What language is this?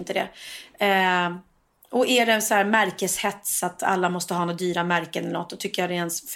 Swedish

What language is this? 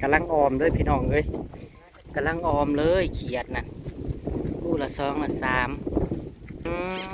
Northeastern Thai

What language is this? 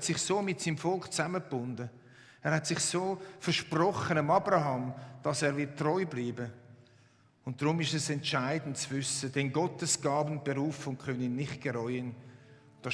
Swiss German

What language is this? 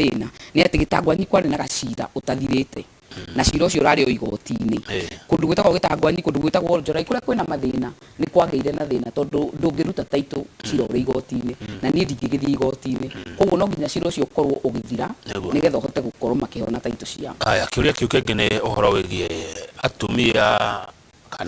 Kikuyu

